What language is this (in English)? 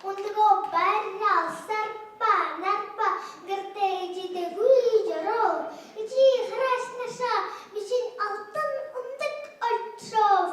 Buriat